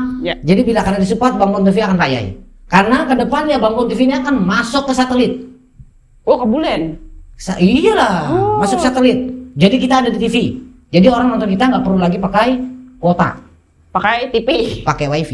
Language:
Banjar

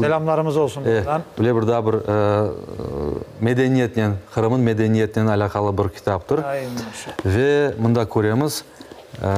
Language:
Crimean Tatar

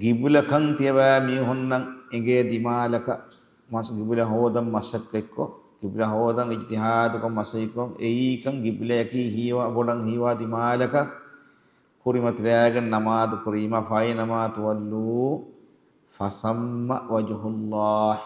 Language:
Divehi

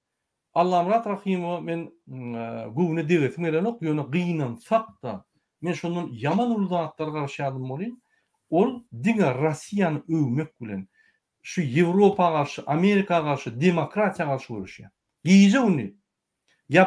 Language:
Turkmen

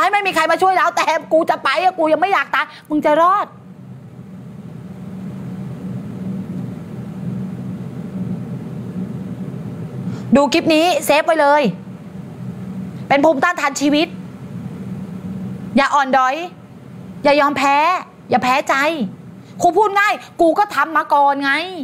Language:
Thai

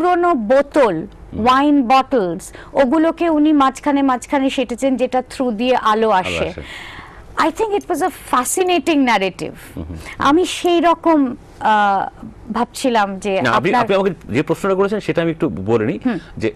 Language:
Bangla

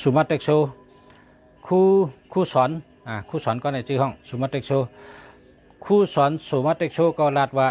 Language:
Shan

